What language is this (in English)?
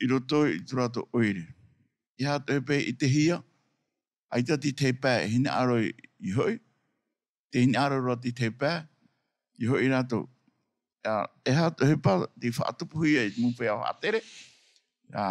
Tahitian